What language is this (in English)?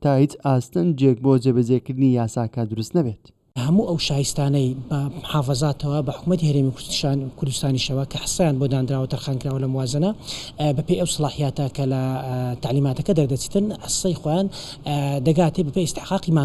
Central Kurdish